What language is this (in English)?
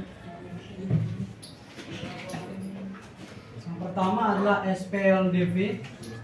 Indonesian